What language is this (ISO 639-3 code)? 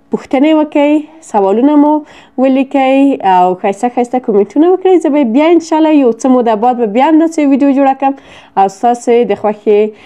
pus